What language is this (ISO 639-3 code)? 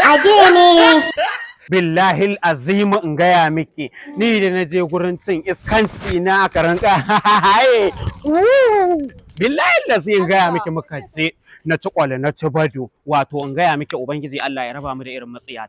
hau